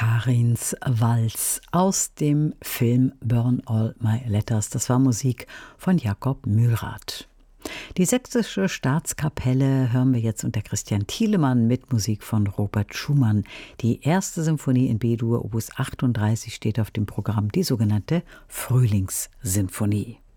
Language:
German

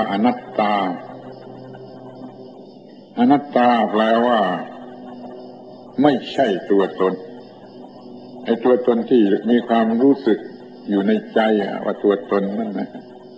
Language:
Thai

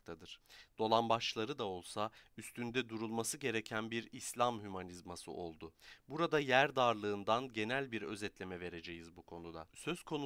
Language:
Turkish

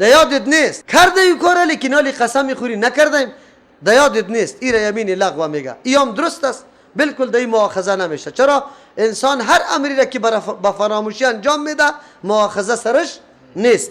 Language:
Persian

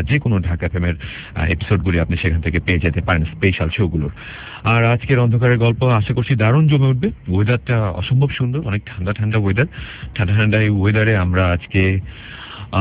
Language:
Bangla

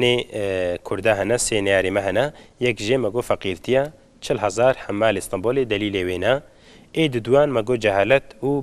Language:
Kurdish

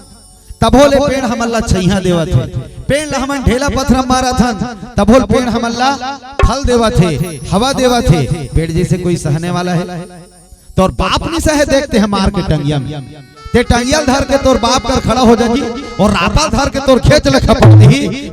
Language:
Chhattisgarhi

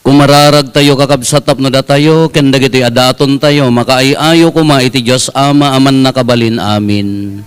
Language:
Iloko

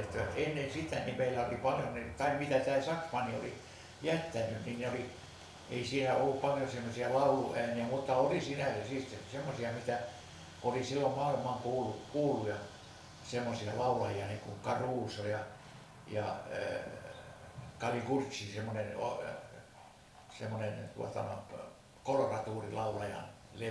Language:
Finnish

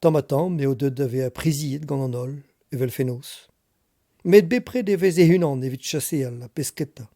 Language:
Breton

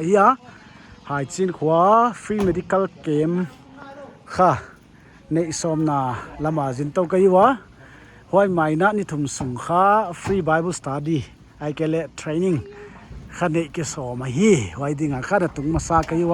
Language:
Paite Chin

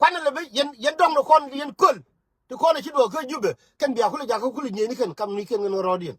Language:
Nuer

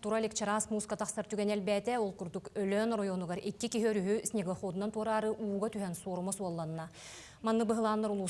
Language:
Yakut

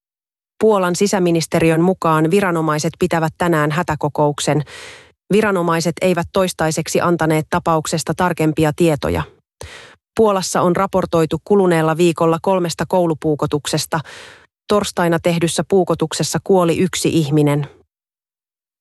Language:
Finnish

